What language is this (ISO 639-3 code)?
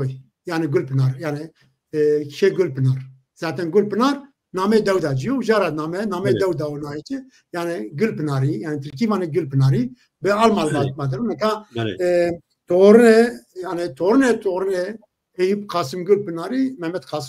zza